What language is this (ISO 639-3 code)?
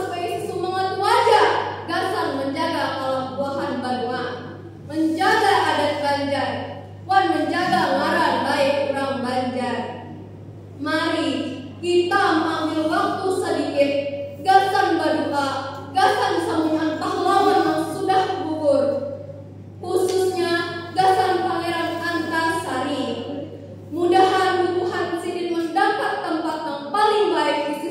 bjn